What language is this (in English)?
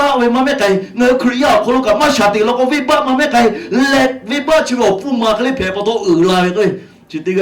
Lahu